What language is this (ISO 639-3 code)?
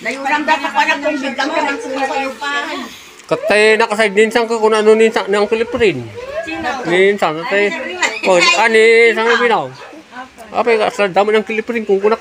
ilo